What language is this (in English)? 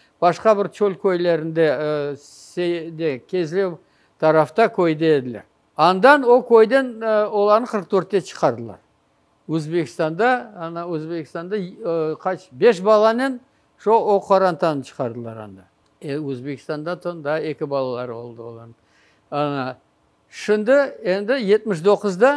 Crimean Tatar